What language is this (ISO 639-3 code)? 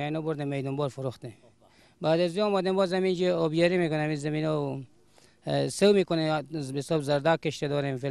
fas